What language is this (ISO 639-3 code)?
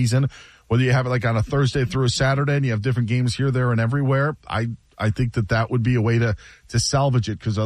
eng